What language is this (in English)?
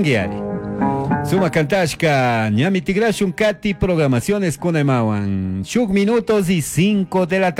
Chimborazo Highland Quichua